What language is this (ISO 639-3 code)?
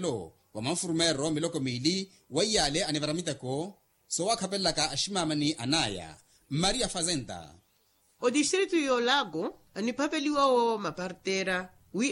vmw